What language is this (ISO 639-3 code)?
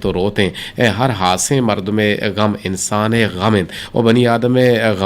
bgp